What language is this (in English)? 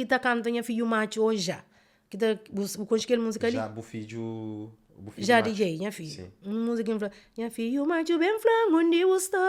Kabuverdianu